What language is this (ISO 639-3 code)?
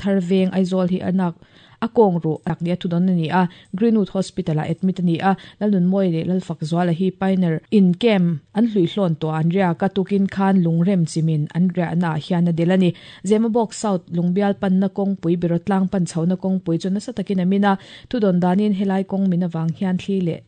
lus